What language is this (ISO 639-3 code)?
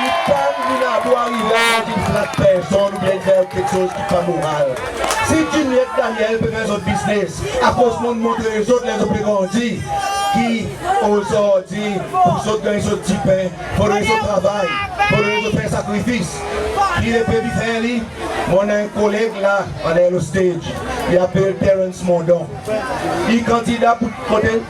crs